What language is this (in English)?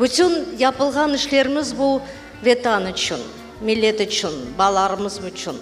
Crimean Tatar